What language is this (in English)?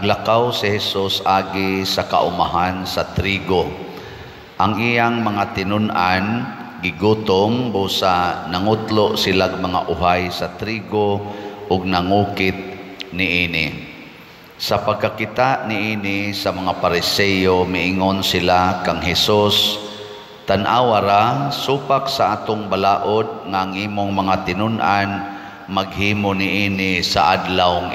Cebuano